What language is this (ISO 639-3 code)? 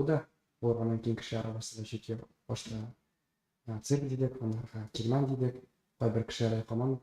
tat